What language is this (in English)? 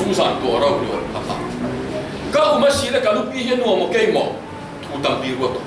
Falam Chin